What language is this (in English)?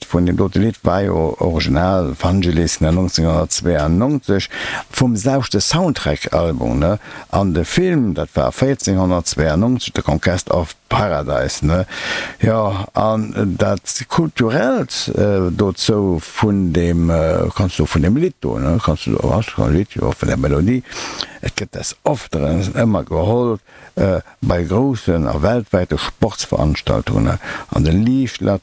Luxembourgish